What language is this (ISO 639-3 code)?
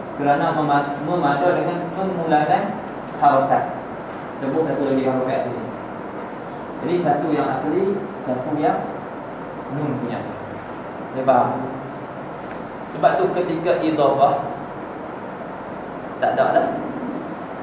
msa